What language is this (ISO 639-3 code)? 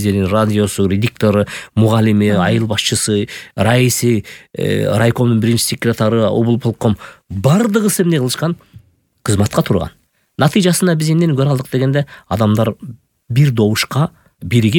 kir